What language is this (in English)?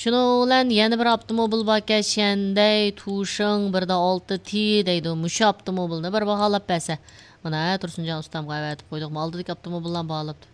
Uyghur